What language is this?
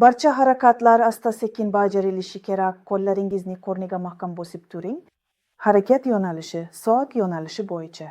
Uzbek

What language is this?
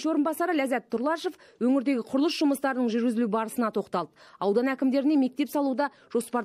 Kazakh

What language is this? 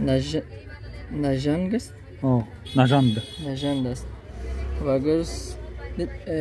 Tajik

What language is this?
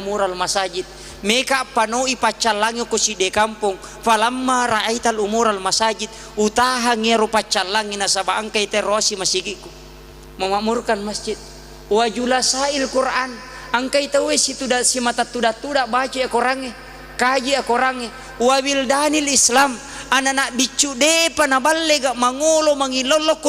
Buginese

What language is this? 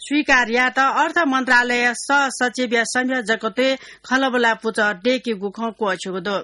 Newari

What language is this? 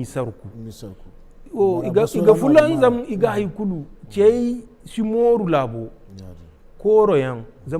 Zarma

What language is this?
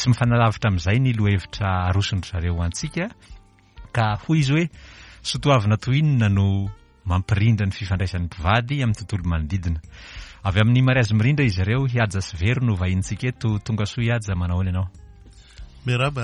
Malagasy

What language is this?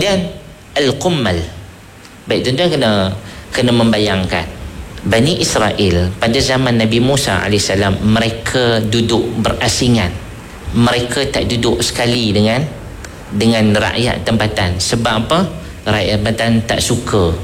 Malay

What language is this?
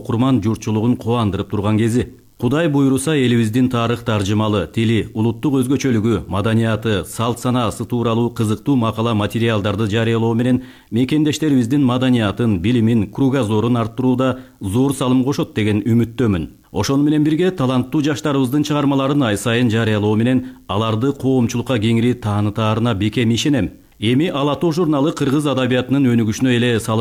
Kyrgyz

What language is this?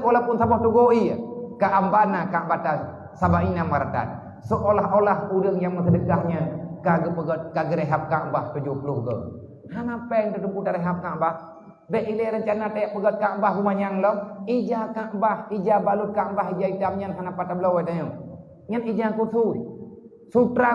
Achinese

